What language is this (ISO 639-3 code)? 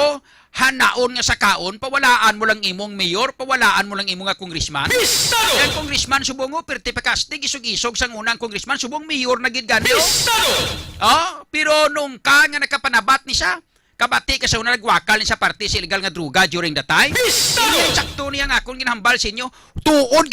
hil